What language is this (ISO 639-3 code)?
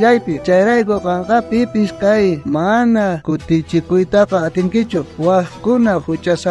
quh